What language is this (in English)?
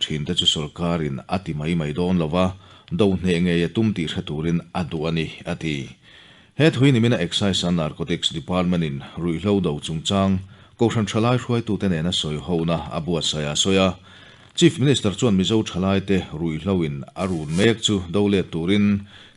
Mizo